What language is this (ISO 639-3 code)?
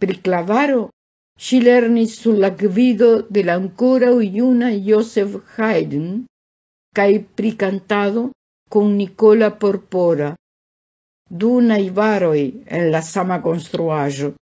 epo